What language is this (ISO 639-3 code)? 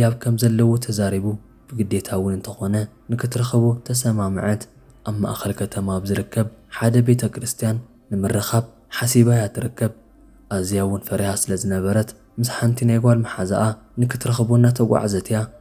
tir